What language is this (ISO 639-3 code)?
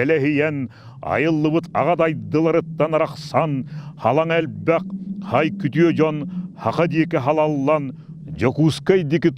sah